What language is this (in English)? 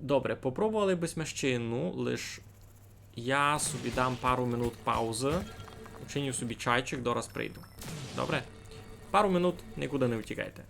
Rusyn